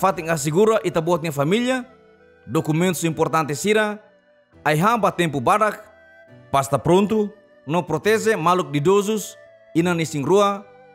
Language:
Tetum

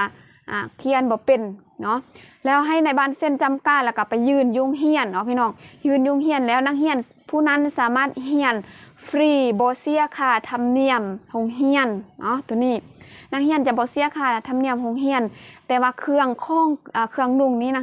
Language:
Lao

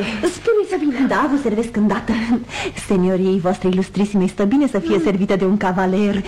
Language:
Romanian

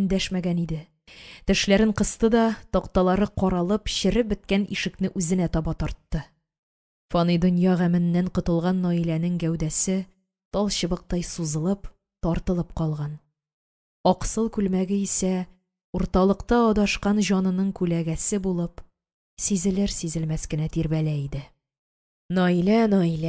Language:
Tatar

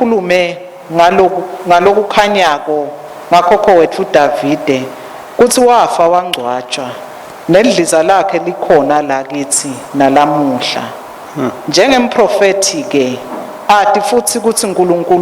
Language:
Swati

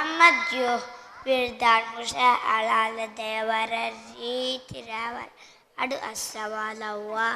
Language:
Divehi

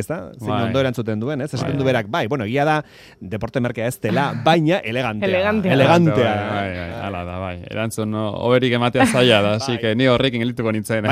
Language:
Basque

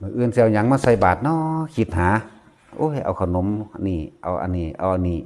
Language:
Northeastern Thai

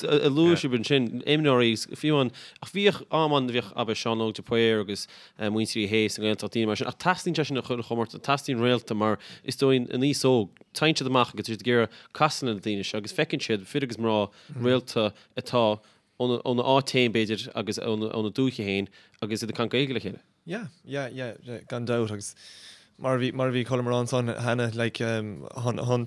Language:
Irish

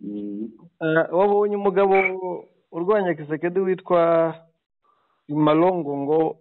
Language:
Kinyarwanda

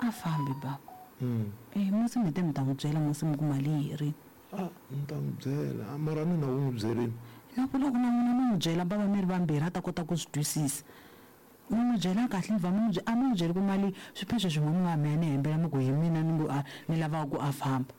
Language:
Tsonga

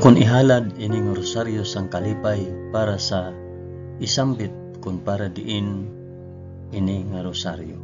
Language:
Hiligaynon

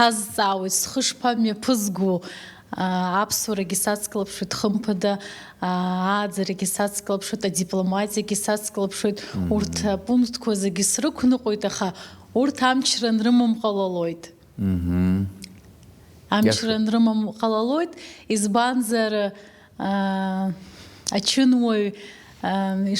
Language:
Abkhazian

